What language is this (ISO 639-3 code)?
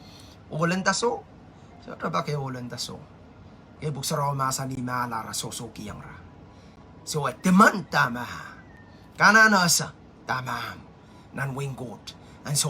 pon